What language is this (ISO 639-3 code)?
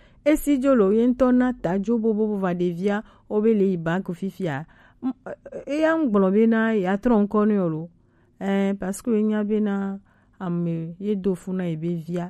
gej